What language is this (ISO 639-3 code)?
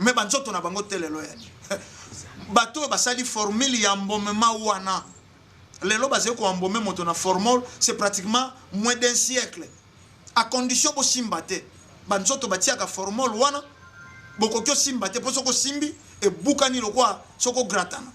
lin